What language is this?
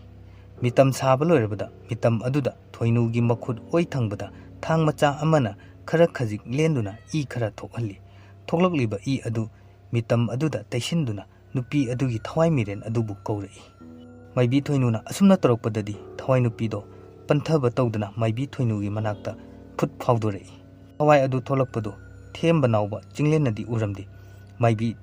Manipuri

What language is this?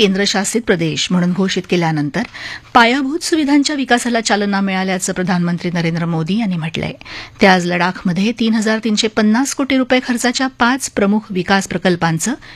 Marathi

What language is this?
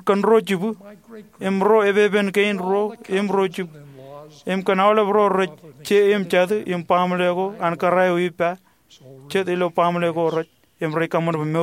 Marshallese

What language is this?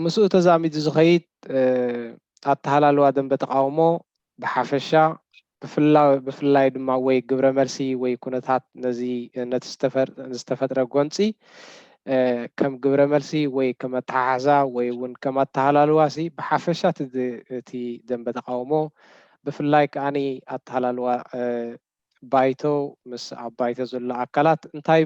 Tigrinya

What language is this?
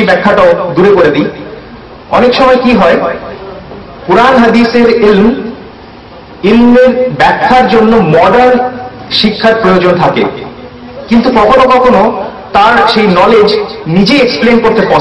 Bangla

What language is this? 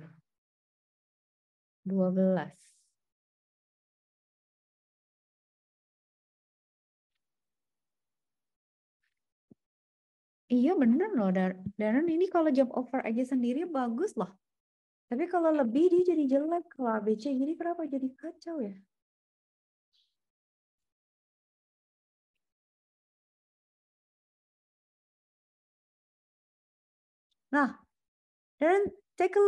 Indonesian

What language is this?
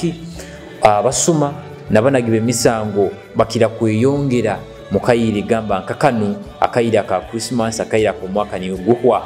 Nyoro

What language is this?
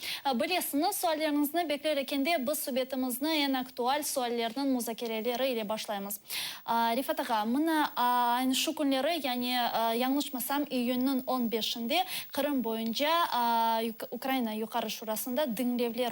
Crimean Tatar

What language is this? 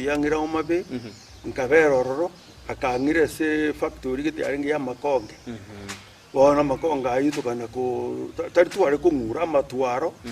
Gusii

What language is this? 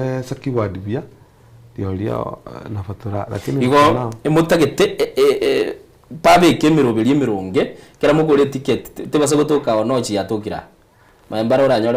Gusii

